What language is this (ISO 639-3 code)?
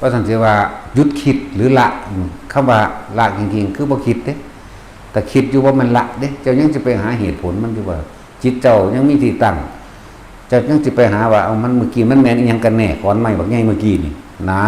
tts